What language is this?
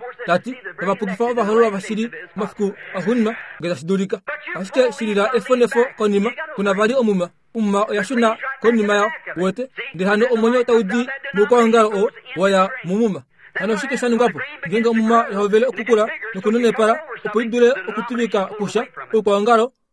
Kuanyama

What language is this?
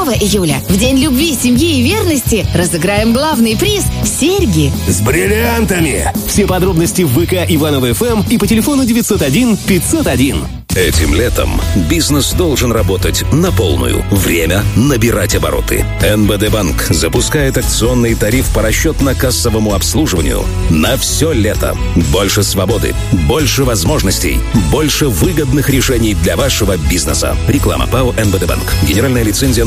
Russian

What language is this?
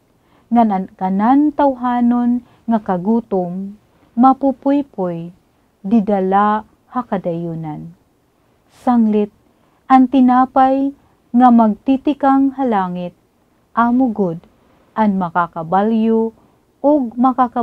Waray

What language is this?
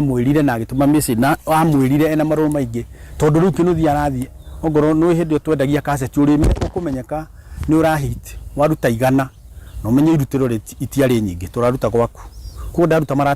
Kikuyu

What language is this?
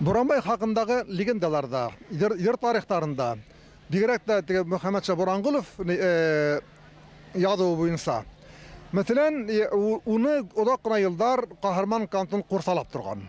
Bashkir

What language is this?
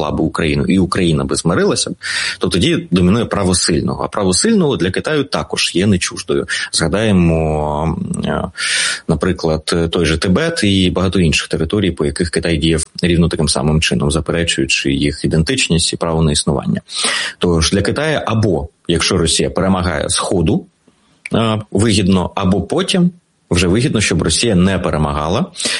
Ukrainian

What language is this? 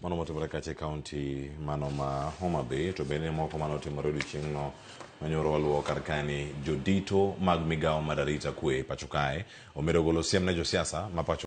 Luo (Kenya and Tanzania)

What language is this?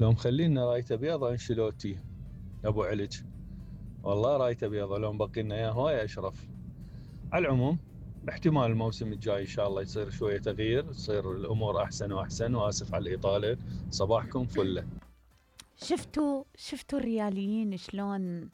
Mesopotamian Arabic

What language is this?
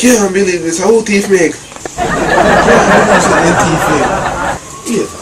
Jamaican Creole English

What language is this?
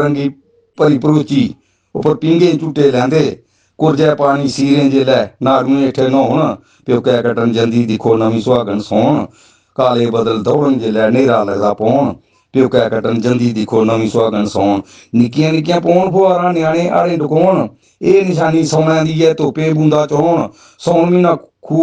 Dogri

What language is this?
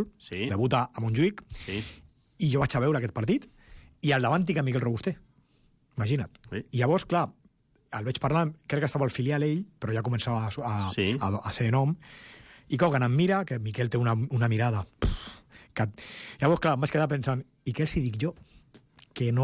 Catalan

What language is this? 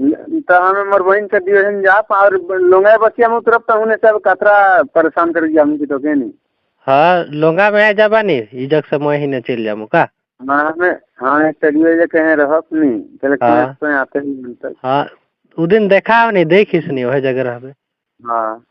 Sadri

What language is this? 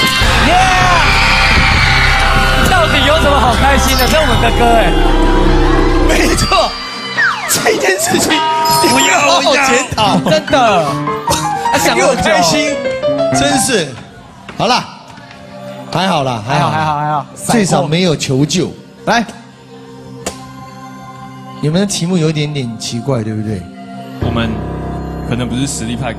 Chinese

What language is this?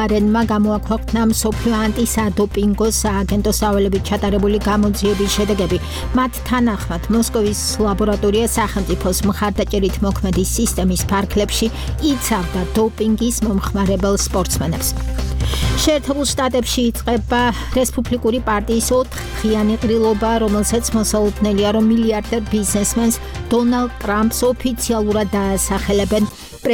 Georgian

